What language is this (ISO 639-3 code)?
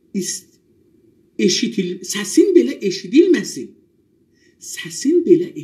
azb